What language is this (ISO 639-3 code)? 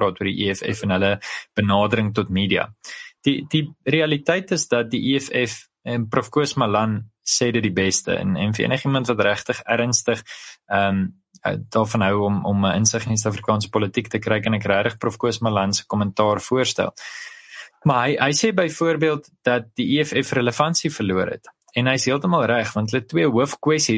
afr